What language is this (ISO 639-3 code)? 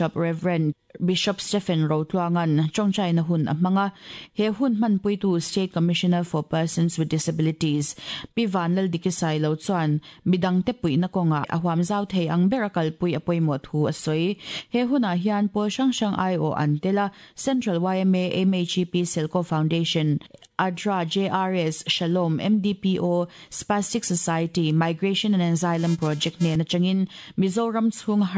lus